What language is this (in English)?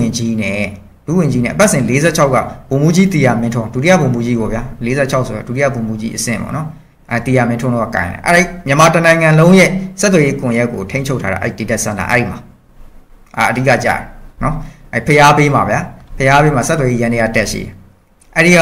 Burmese